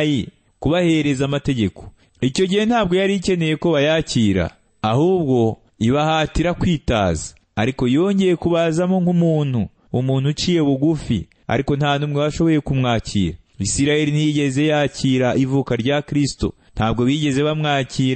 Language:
Kinyarwanda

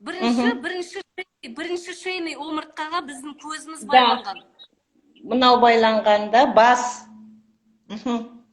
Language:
Kazakh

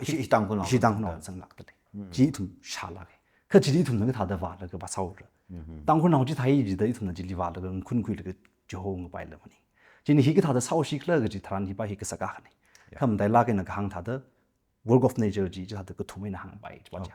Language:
Tangkhul Naga (India)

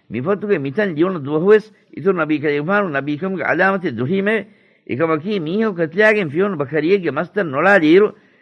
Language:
Divehi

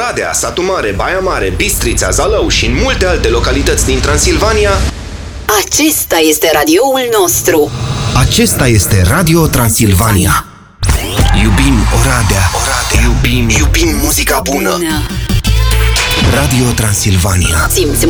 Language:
Romanian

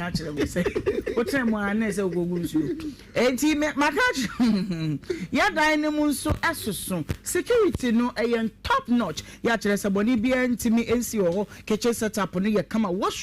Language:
Akan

